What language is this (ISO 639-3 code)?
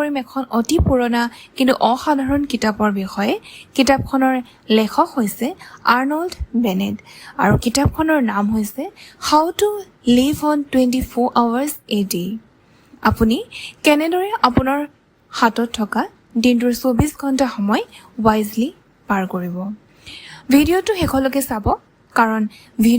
asm